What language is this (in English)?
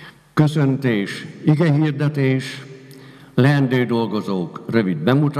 Hungarian